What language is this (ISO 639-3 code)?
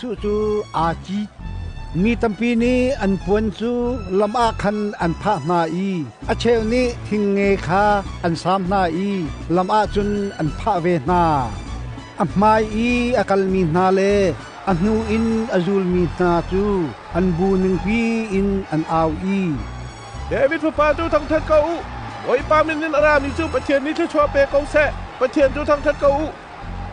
cnh